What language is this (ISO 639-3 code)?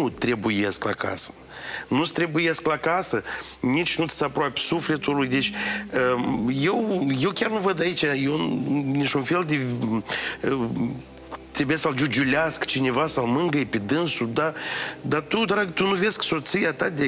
ron